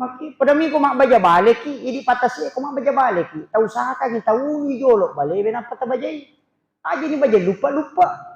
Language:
Buginese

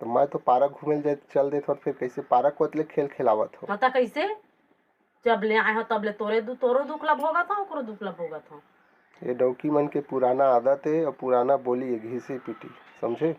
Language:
Chhattisgarhi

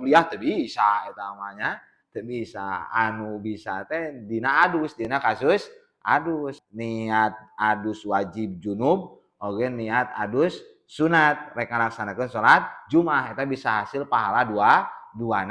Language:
Sundanese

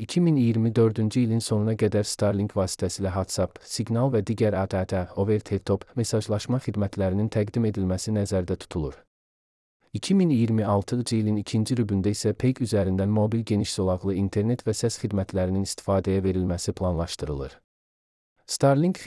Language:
Azerbaijani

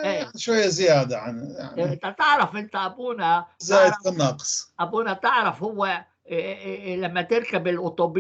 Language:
North Levantine Arabic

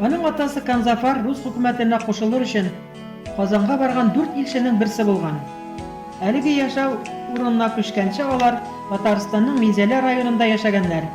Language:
Bashkir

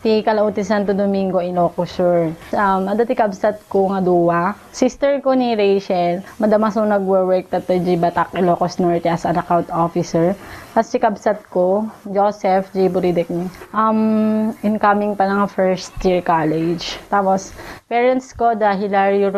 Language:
Iloko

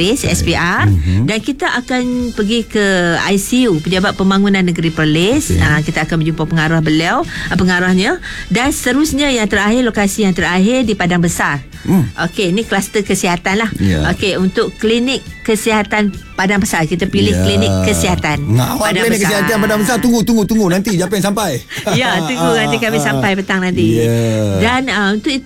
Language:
Malay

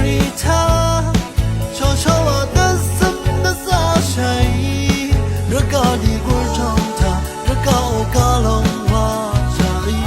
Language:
Rawang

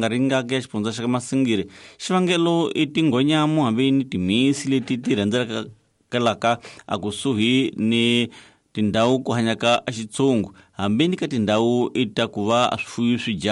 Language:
Tsonga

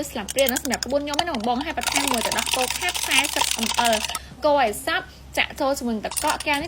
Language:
Khmer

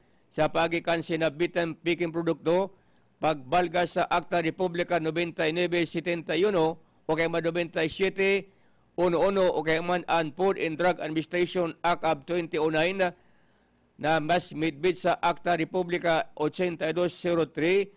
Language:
Bikol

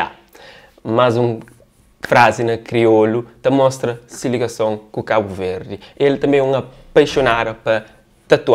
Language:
Kabuverdianu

